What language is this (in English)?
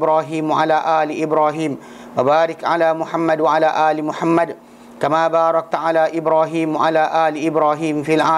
Malay